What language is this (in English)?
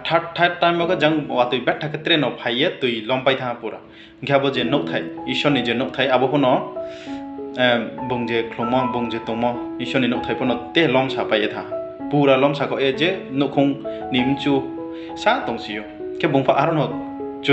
Riang (India)